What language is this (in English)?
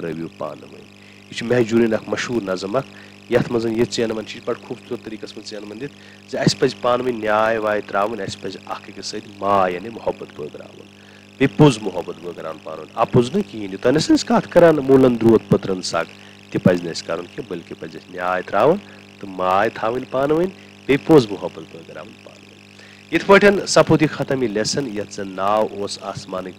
Kashmiri